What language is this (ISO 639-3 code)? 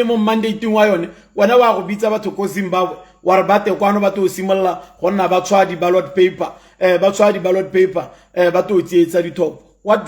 tsn